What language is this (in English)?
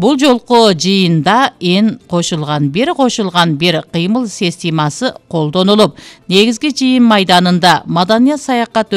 Kyrgyz